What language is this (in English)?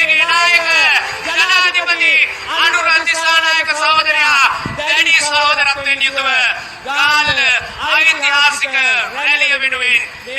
Sinhala